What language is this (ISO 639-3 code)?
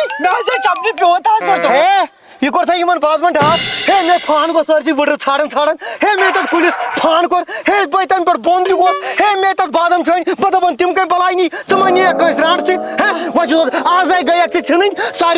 kas